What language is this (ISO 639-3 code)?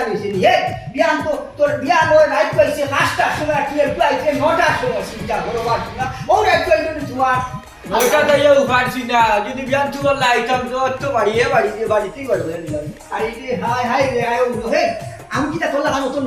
syl